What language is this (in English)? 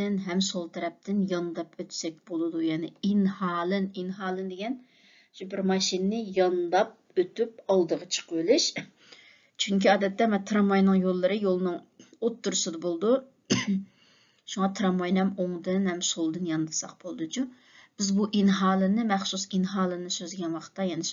Uyghur